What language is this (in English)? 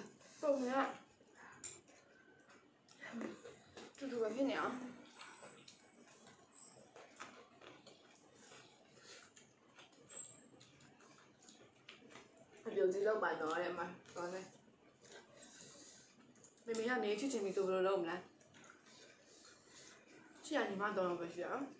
Burmese